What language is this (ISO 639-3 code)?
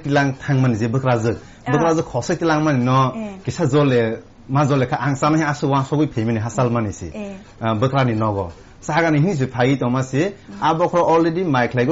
trp